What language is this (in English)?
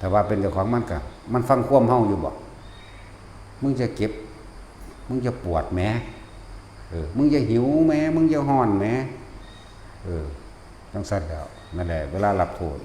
Lao